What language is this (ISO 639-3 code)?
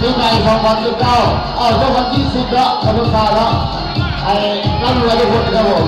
lao